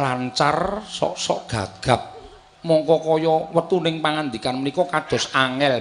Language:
Javanese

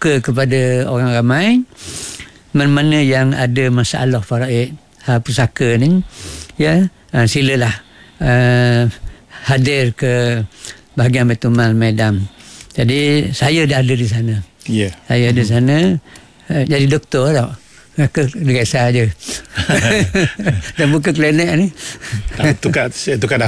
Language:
Malay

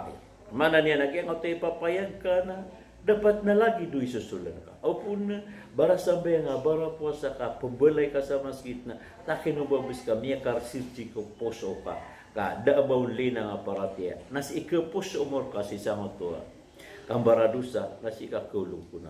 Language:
Maranao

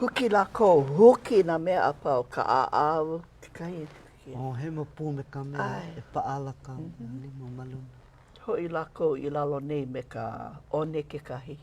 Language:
Hawaiian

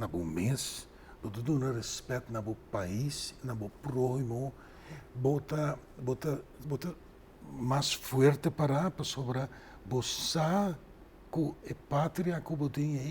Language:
Papiamento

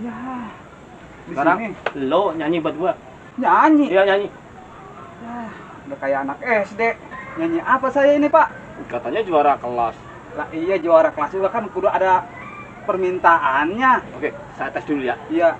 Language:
Betawi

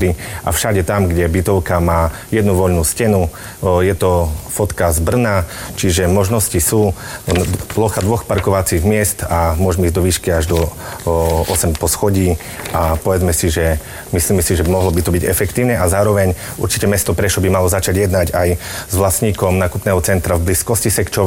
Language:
Slovak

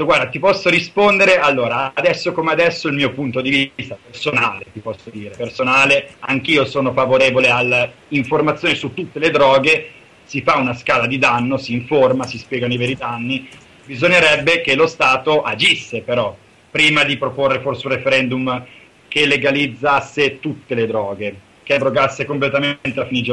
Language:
Italian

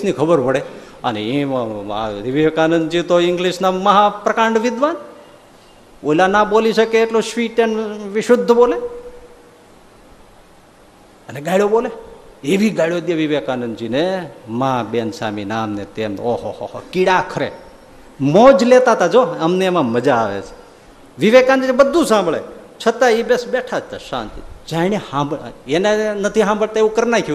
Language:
Gujarati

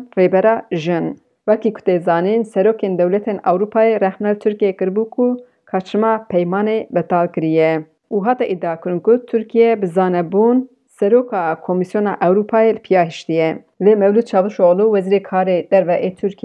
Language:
Kurdish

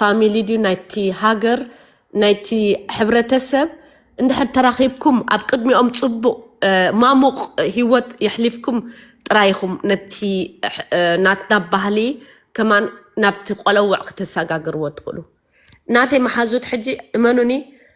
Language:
Tigrinya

